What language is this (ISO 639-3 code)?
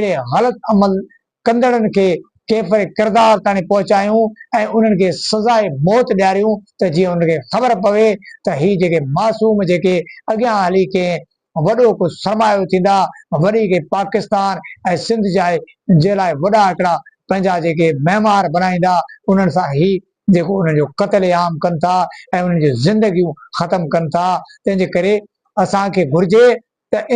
snd